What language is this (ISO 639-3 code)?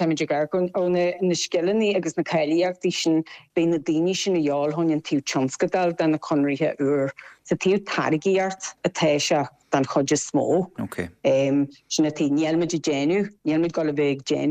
gle